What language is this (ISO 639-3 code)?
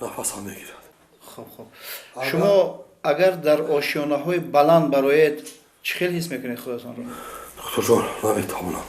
tgk